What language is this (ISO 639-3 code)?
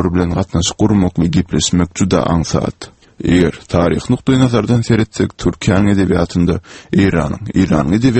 tuk